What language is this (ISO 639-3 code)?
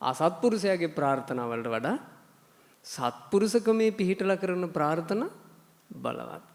sin